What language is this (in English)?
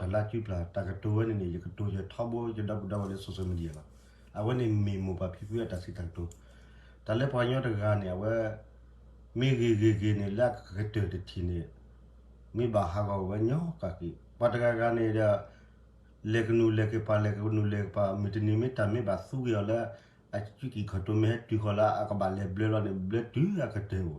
S'gaw Karen